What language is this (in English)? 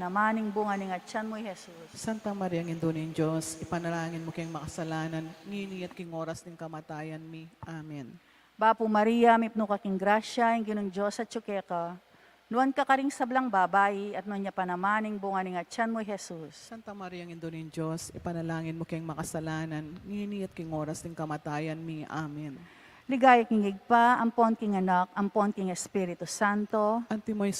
Pampanga